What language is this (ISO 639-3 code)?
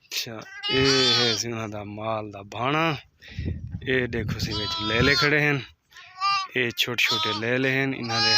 skr